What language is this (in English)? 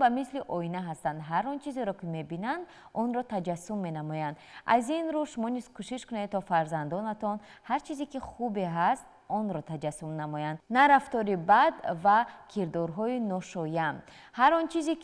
Tajik